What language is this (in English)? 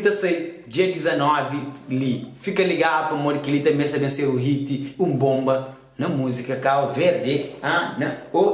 Kabuverdianu